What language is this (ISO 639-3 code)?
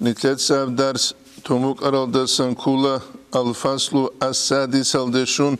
ava